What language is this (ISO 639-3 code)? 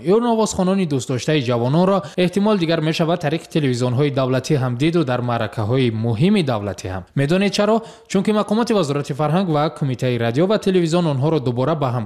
fas